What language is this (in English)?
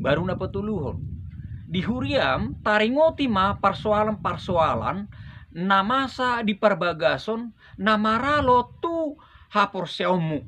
Batak Toba